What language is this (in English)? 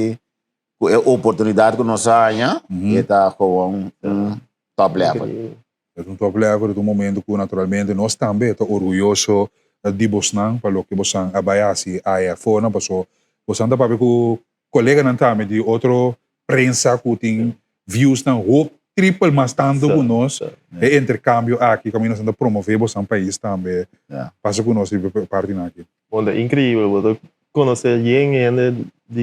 Papiamento